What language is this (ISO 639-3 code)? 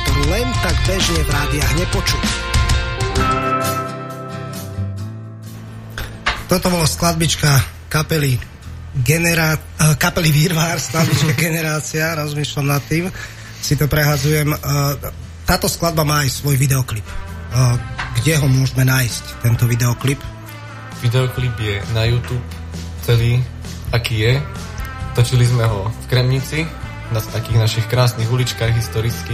slk